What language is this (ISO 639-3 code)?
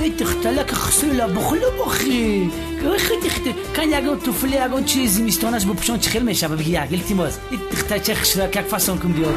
tgk